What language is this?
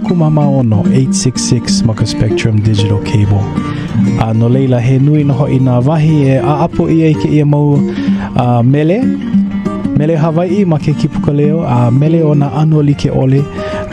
Hawaiian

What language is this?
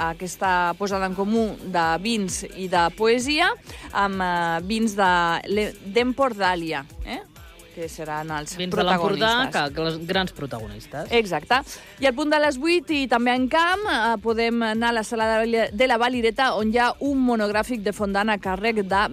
Catalan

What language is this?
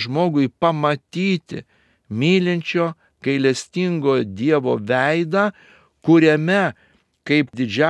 Lithuanian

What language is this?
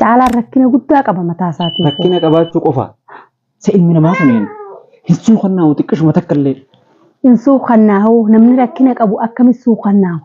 Oromo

